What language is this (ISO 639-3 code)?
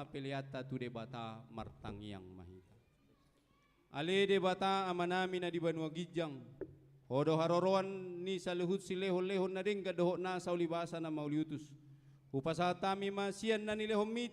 bbc